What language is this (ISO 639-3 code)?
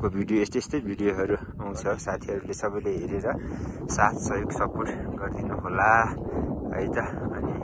nep